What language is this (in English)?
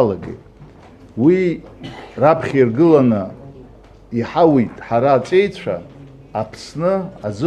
Abkhazian